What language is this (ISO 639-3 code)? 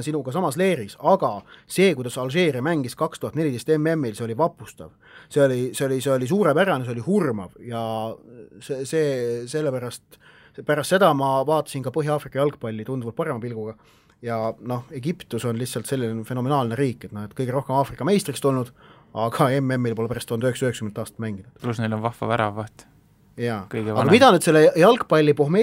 est